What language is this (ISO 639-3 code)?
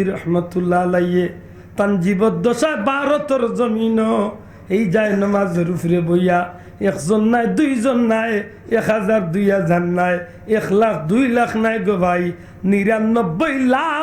syl